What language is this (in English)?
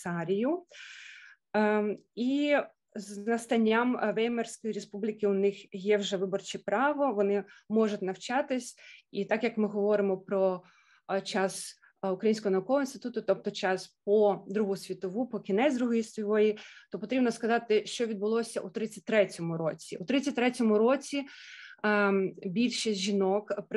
Ukrainian